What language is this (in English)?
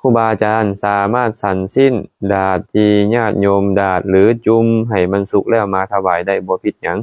Lao